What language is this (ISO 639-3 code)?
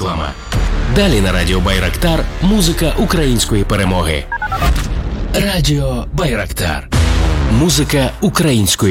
ukr